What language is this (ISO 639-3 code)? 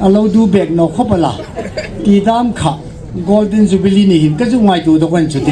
hmr